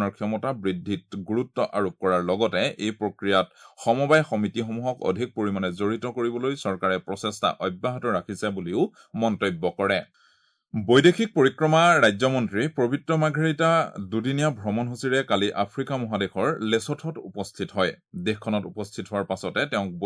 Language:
Assamese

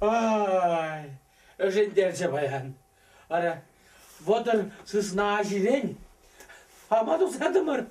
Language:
Chuvash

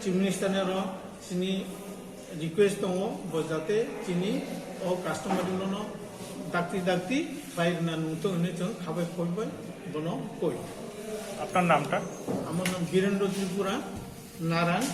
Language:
Kok Borok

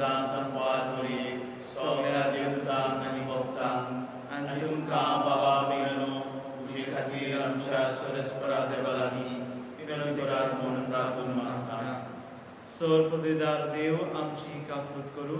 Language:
Konkani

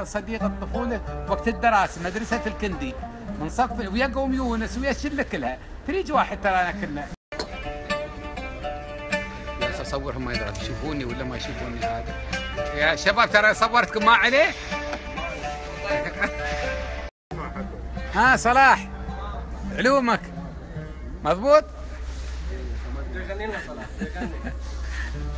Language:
Gulf Arabic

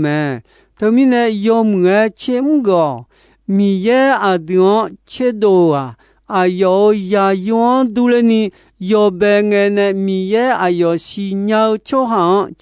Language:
Akha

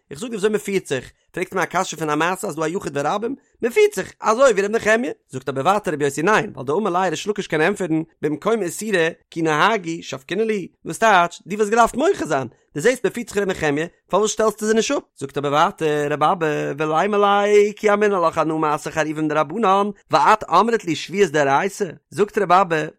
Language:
Yiddish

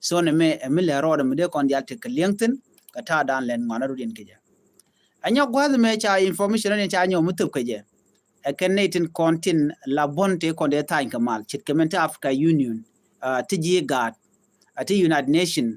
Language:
Nuer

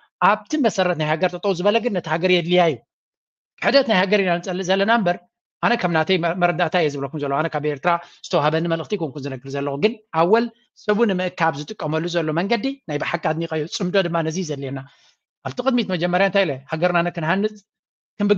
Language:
Tigrinya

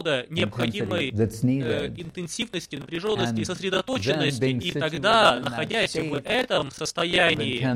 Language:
Russian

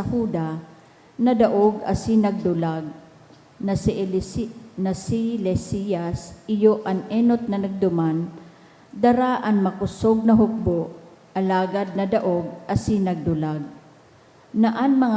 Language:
Bikol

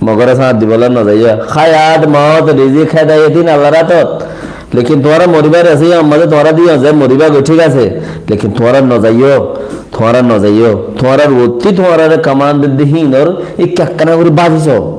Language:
Rohingya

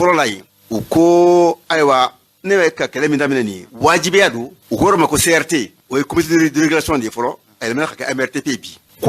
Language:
Bambara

